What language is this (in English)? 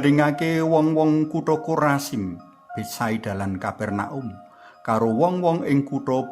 Javanese